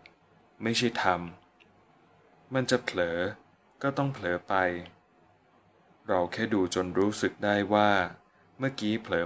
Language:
Thai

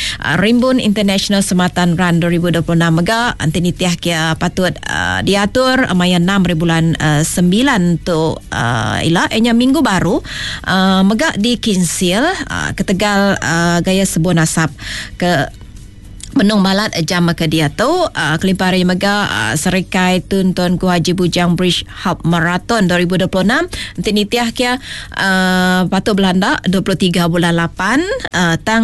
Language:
Iban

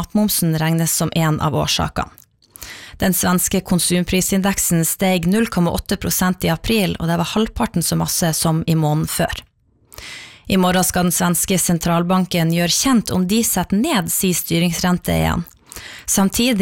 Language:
Norwegian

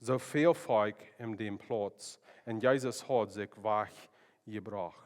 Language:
Plautdietsch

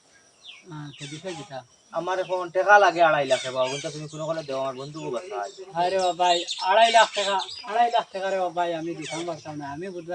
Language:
Sylheti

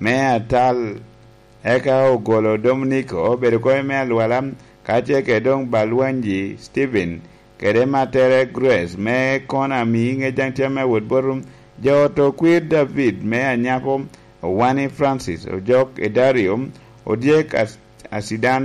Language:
Lango (Uganda)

